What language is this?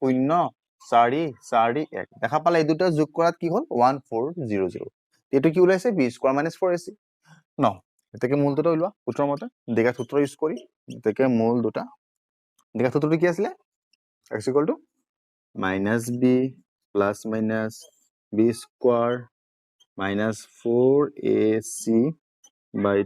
Assamese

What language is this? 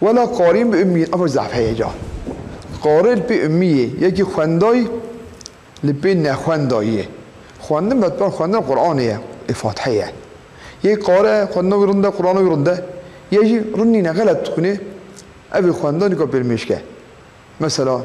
Kurdish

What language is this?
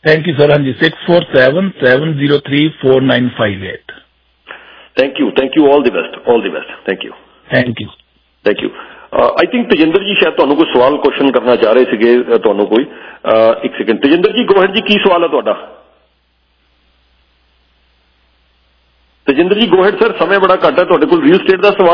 Punjabi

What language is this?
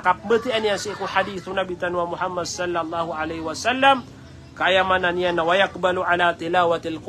Maranao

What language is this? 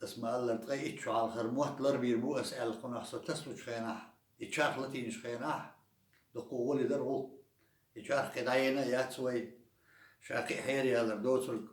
Chechen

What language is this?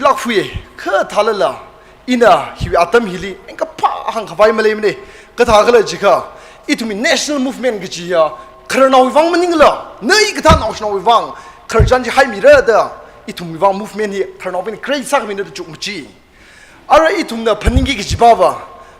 Tangkhul Naga (India)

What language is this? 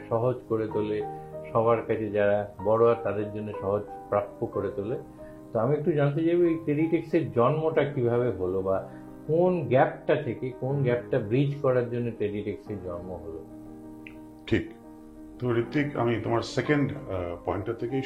Bangla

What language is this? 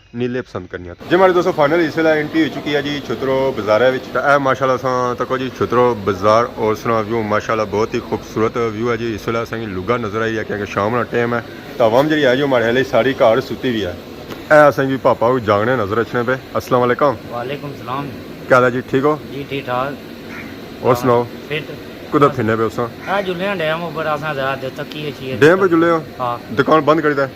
Pahari-Potwari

